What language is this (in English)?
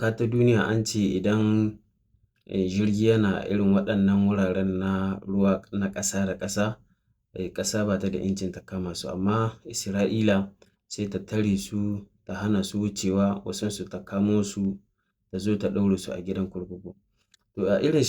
Hausa